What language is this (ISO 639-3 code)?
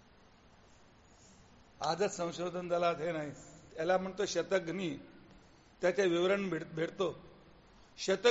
mar